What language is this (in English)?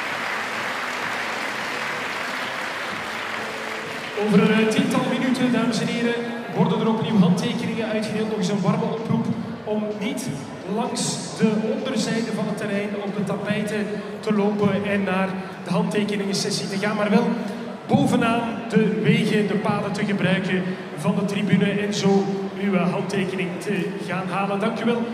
Dutch